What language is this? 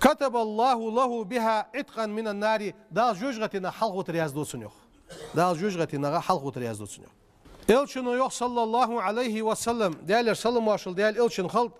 Ingush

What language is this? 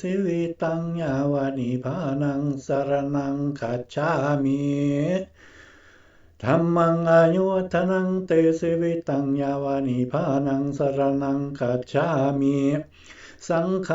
Lao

